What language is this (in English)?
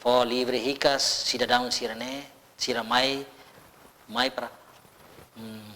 Tetum